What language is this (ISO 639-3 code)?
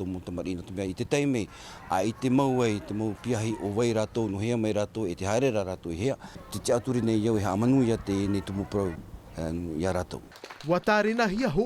tah